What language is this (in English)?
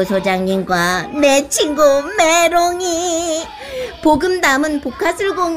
Korean